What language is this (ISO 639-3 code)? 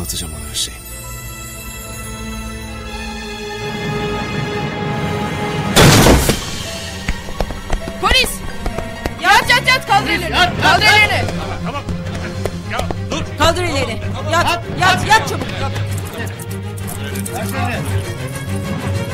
tur